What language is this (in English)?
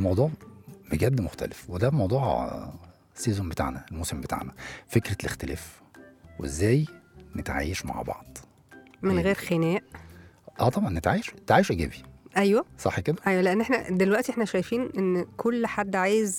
Egyptian Arabic